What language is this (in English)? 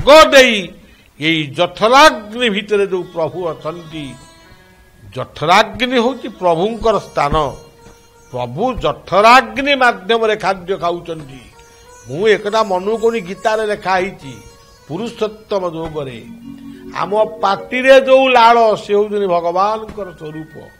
Odia